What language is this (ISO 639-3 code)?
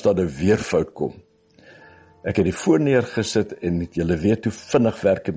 afr